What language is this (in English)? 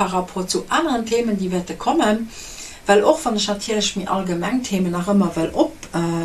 Luxembourgish